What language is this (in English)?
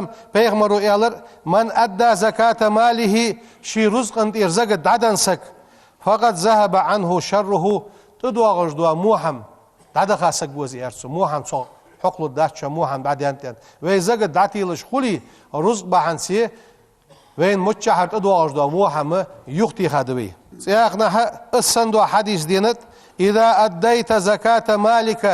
Ingush